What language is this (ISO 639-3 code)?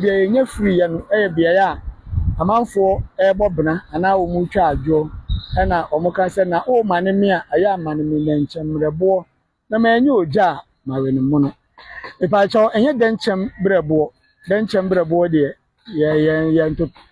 aka